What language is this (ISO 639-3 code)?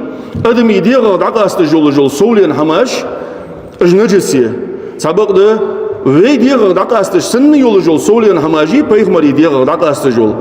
inh